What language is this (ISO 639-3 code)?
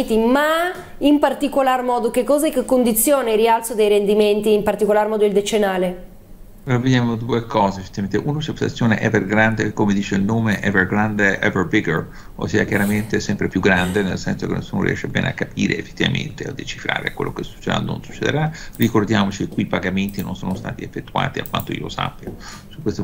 ita